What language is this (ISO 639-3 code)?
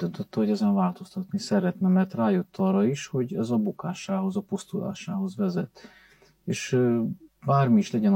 hun